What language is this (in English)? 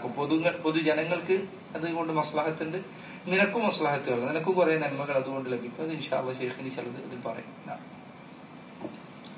Malayalam